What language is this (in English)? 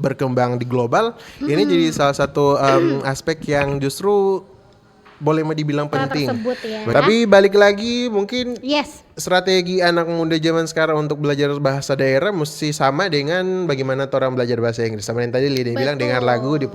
Manado Malay